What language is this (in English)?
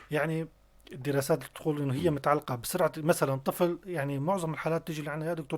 North Levantine Arabic